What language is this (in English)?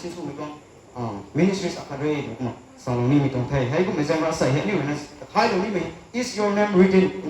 Rongmei Naga